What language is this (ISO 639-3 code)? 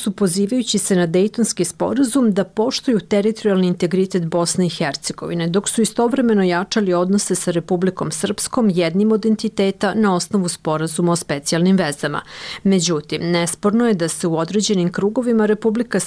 bos